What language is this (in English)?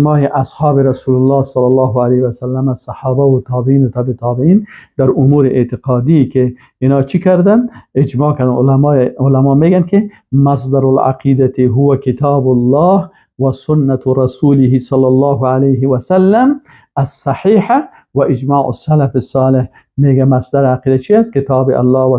Persian